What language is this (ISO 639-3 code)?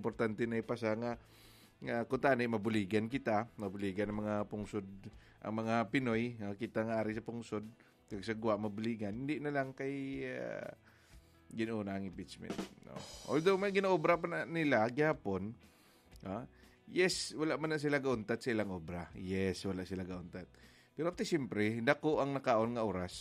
hil